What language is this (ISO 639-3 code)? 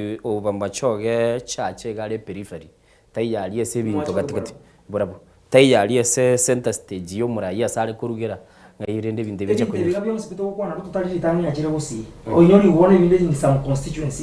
guz